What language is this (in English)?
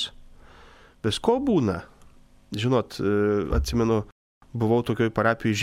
Lithuanian